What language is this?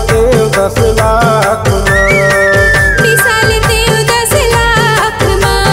Chhattisgarhi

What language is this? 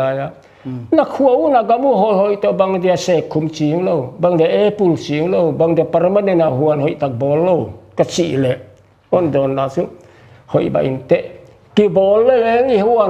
Paite Chin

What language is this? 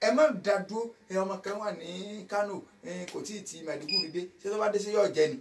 Yoruba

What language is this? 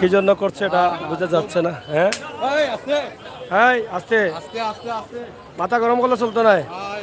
Sylheti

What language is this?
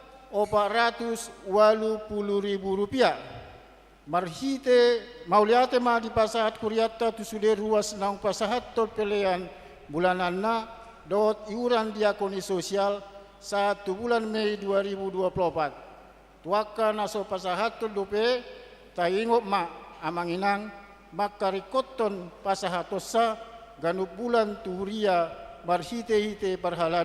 Batak Toba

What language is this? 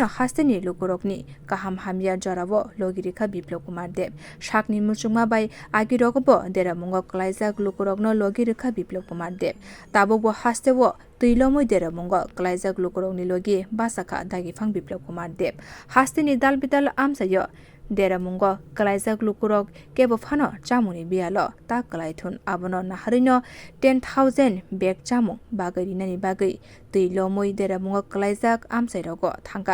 Kok Borok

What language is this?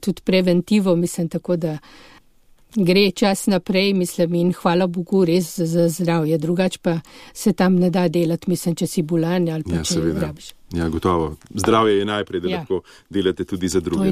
Slovenian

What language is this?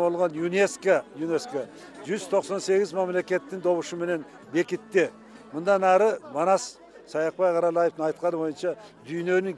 Kyrgyz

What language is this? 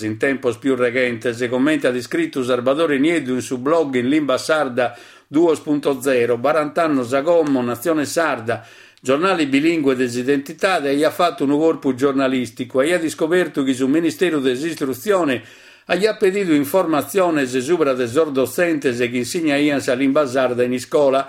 Sardinian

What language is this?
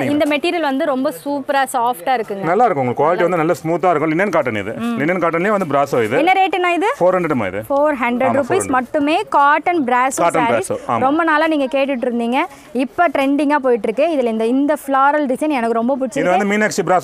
Tamil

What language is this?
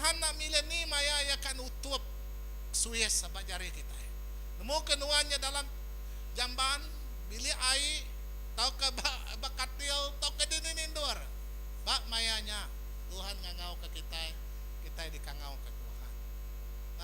Iban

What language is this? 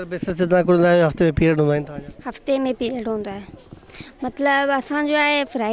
Sindhi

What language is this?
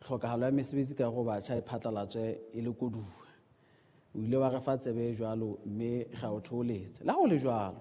Southern Sotho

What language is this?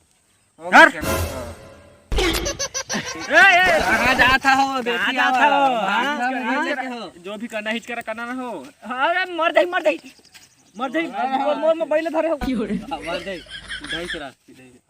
Chhattisgarhi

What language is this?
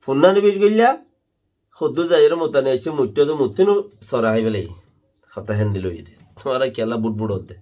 Rohingya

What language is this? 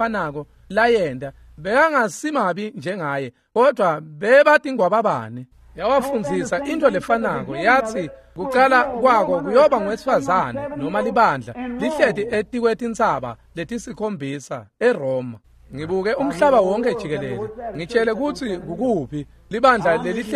Swati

